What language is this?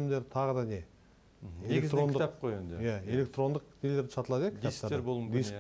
Kazakh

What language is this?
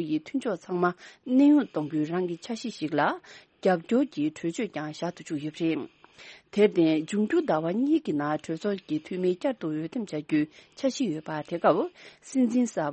Tibetan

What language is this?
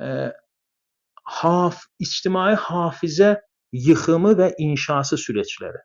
South Azerbaijani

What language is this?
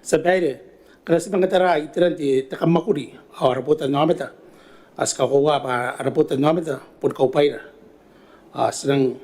Gilbertese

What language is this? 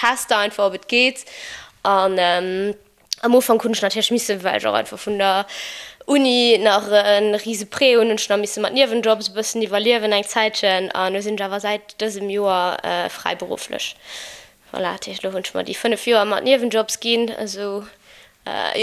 Luxembourgish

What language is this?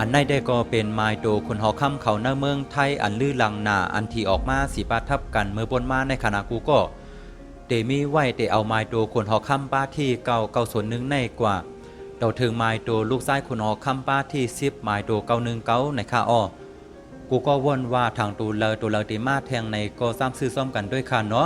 Shan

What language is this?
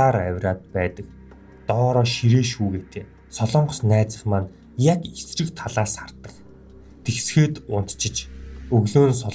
Mongolian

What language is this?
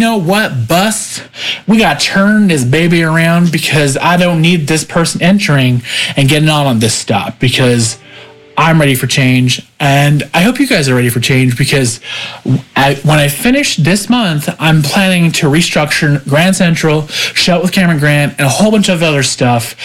English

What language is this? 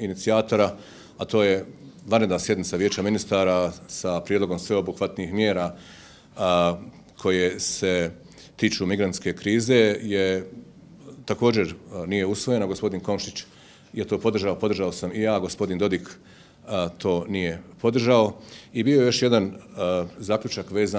Bosnian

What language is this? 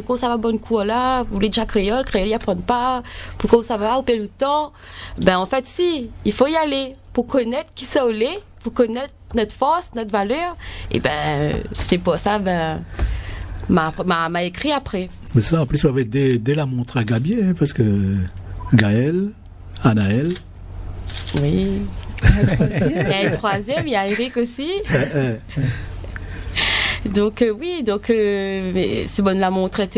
French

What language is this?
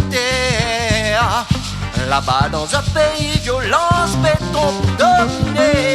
Réunion Creole French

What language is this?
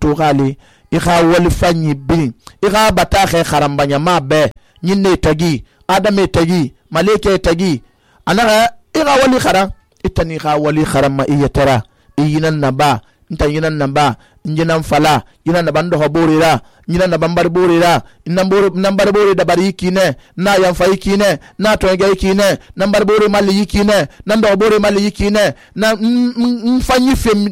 Susu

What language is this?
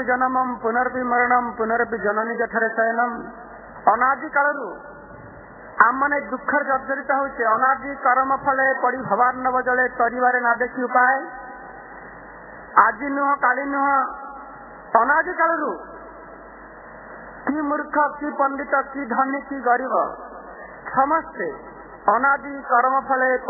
Odia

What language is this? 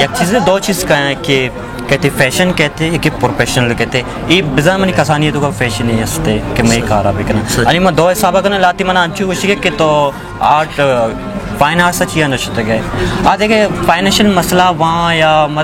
Baluchi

